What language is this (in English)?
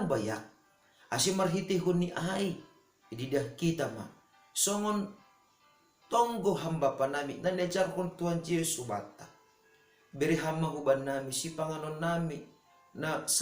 Batak Simalungun